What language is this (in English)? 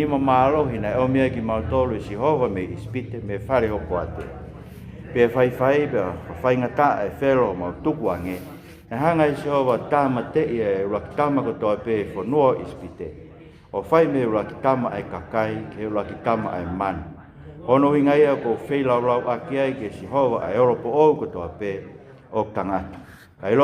Tongan